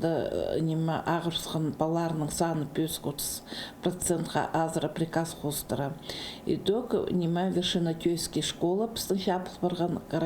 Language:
Khakas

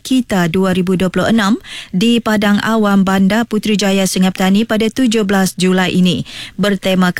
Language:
Malay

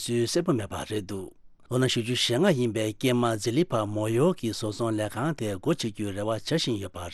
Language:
Tibetan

